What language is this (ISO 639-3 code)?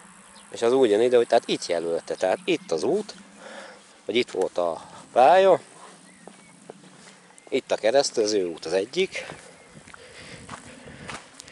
hun